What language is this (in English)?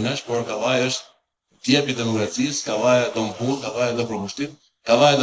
Albanian